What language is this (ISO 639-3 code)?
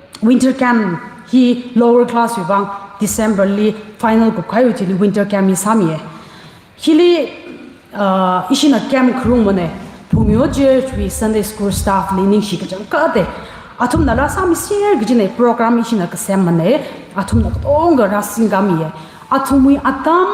nmf